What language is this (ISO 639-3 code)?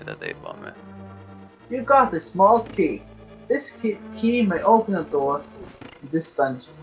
fao